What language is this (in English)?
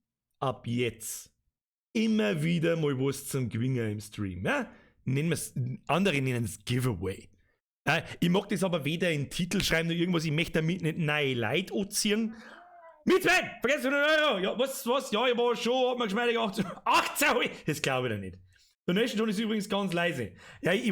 Bavarian